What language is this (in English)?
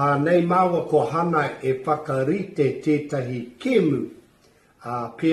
Māori